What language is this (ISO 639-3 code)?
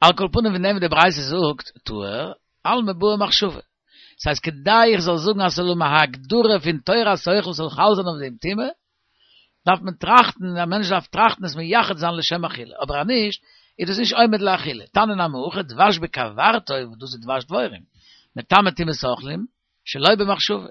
yid